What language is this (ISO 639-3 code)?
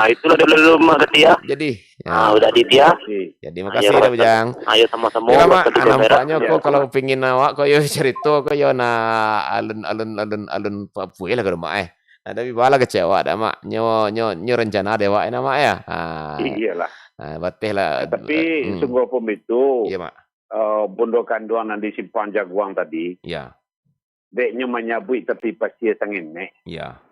min